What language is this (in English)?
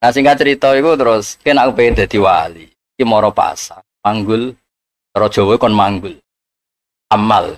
Javanese